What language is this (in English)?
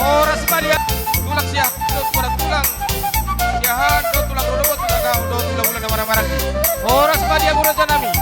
Batak Toba